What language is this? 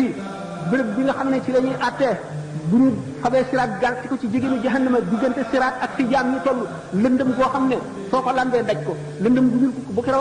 Wolof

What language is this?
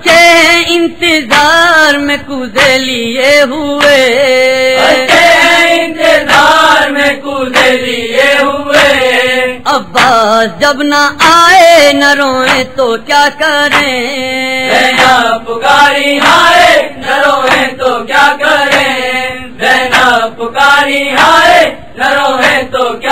Urdu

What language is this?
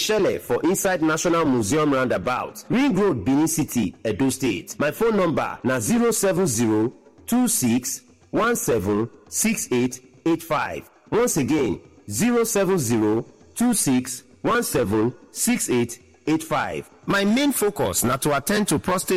Nigerian Pidgin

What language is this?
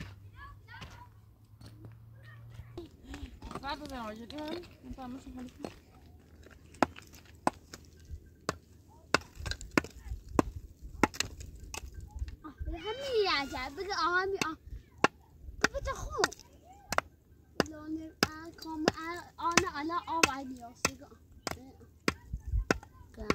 Persian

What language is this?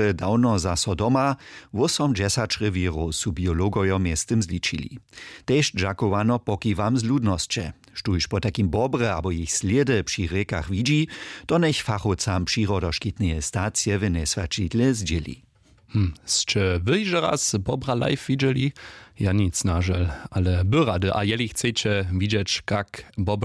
Upper Sorbian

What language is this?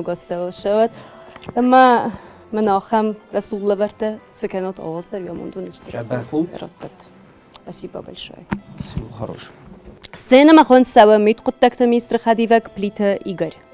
Ossetic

